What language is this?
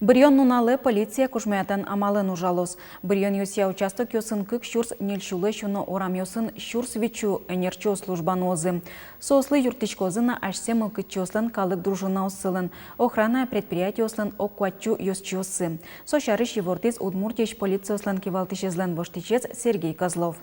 Udmurt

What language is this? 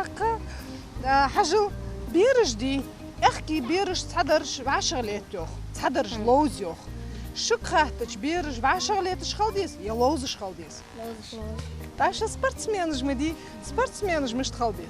Ingush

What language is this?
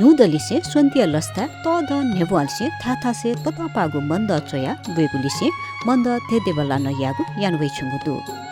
Newari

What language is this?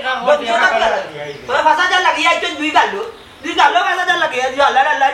Sylheti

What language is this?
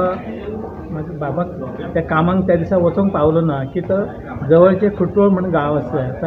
Konkani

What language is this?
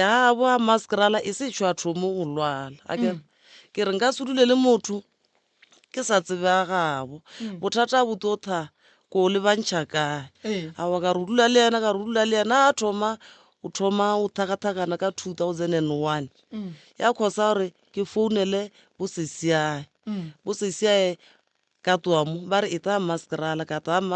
Northern Sotho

